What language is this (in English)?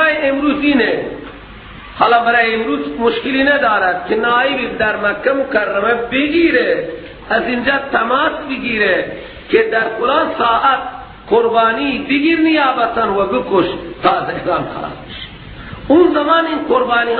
Persian